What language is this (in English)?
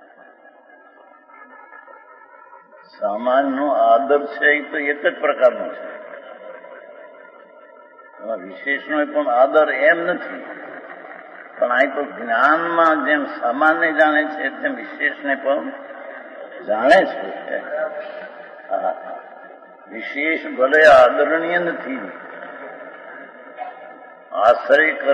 Gujarati